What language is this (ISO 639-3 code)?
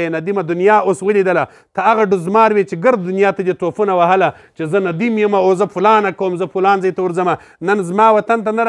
pus